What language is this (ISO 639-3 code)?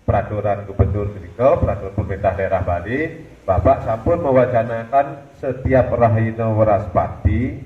ban